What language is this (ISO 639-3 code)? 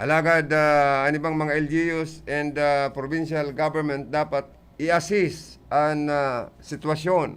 bik